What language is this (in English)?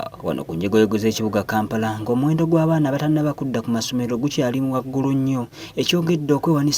Ganda